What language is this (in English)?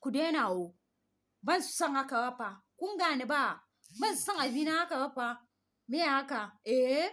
Hausa